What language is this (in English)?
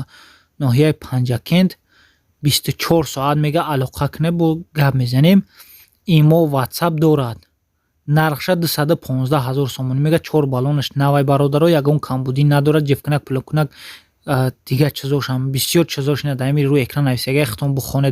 Tajik